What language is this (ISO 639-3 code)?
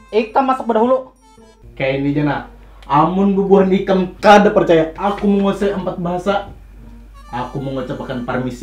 bjn